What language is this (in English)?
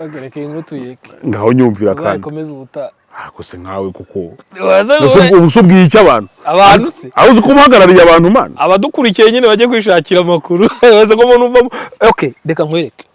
Kinyarwanda